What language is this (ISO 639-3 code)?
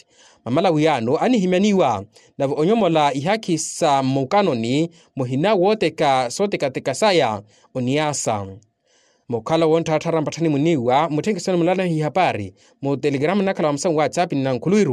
vmw